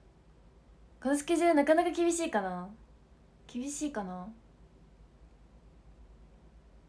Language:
Japanese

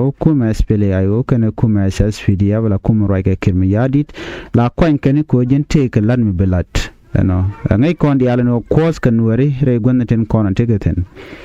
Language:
Nuer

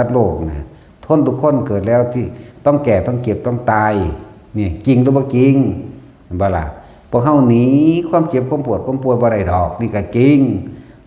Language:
Northeastern Thai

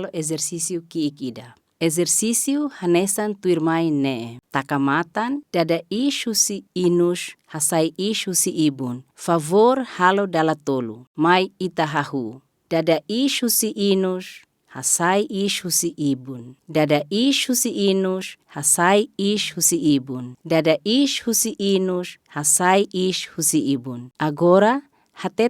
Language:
Tetum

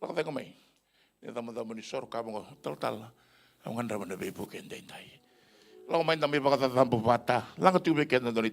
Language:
Fijian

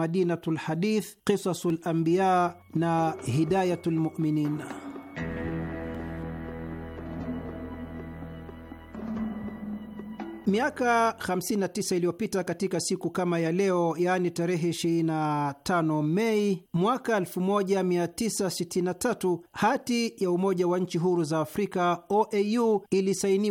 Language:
Swahili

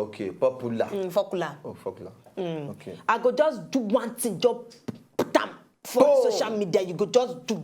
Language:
Nigerian Pidgin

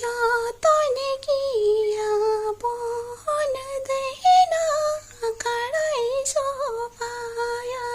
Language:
Santali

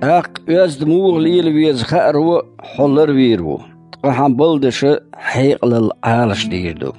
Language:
Chechen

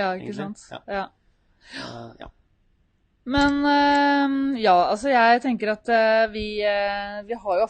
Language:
Norwegian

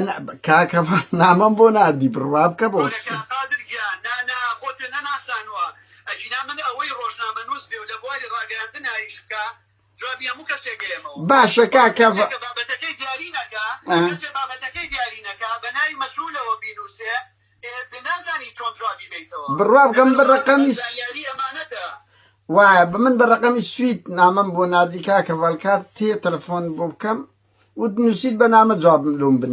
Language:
Central Kurdish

